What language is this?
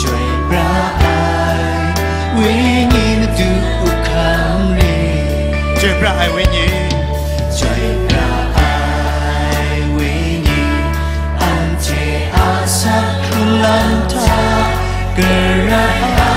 Kachin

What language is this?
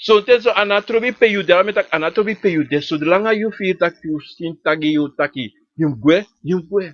Sranan Tongo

